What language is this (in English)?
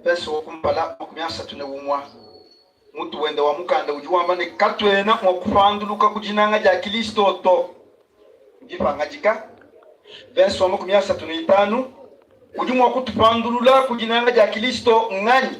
Luba-Lulua